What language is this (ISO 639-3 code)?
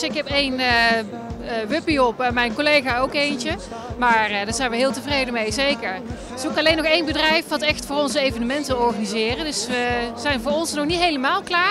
nld